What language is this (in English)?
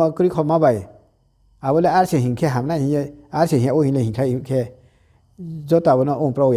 Riang (India)